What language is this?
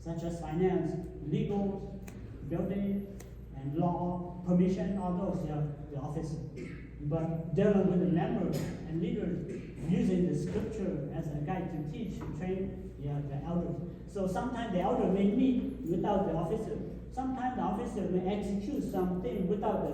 Hmong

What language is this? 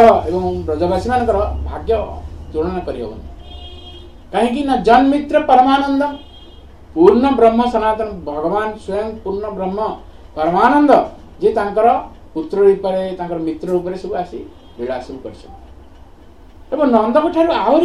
Odia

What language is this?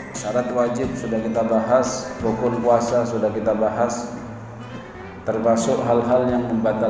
Indonesian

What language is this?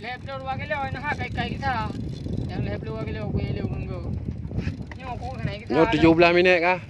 Achinese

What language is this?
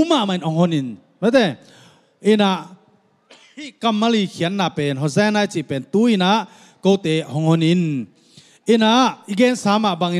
Tedim Chin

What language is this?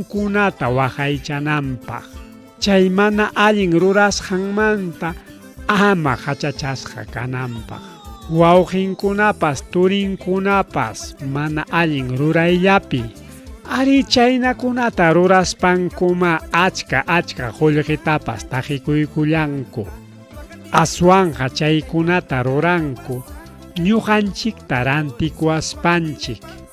Ayacucho Quechua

